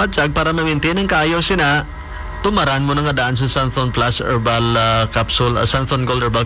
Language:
Hiligaynon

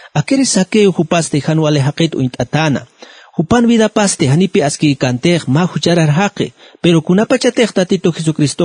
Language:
Aymara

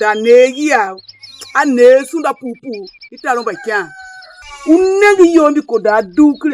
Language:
Tiv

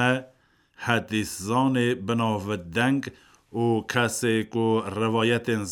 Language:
Kurdish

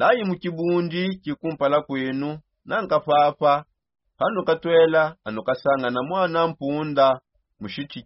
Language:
Songe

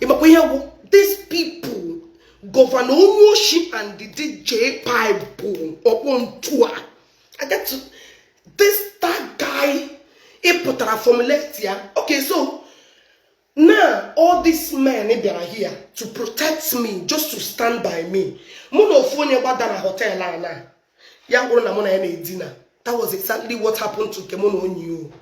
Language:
Igbo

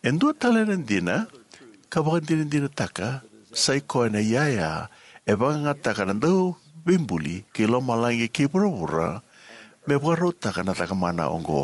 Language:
Fijian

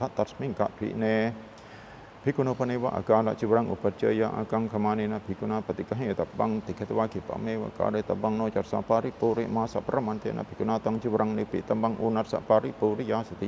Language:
Pali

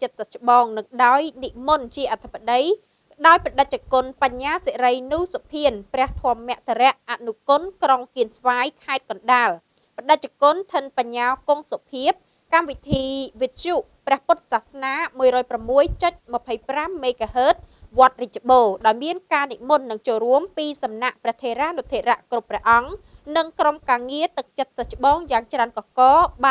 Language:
Khmer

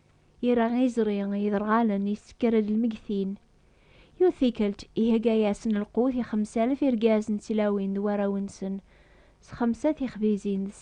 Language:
Kabyle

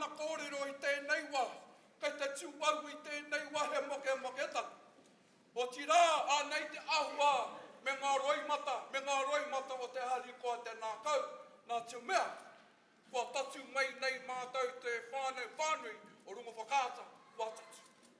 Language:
Māori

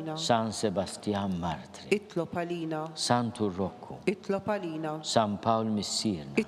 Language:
Maltese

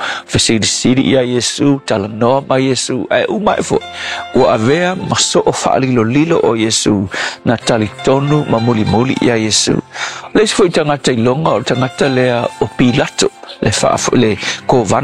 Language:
Samoan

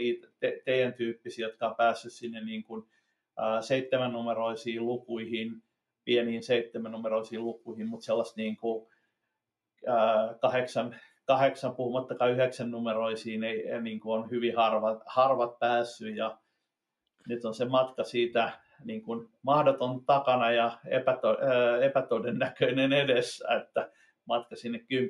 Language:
Finnish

